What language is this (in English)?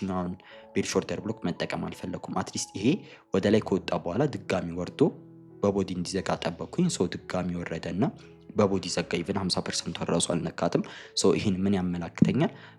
Amharic